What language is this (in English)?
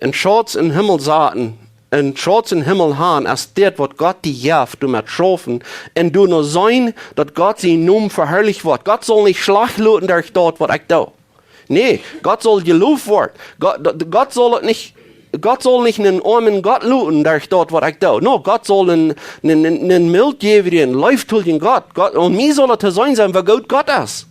Plautdietsch